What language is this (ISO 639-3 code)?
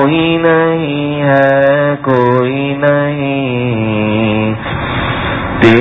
urd